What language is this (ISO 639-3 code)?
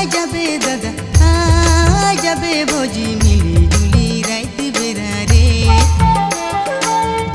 sck